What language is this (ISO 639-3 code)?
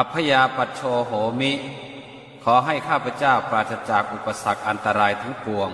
pli